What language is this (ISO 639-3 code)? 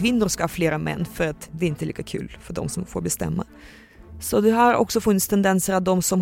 swe